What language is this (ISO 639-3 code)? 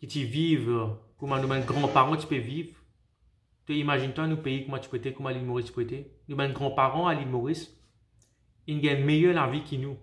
mfe